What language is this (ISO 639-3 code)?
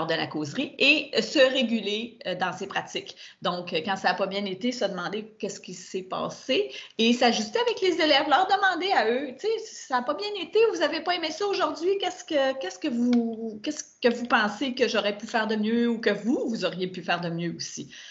fra